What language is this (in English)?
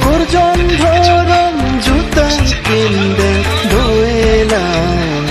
Karbi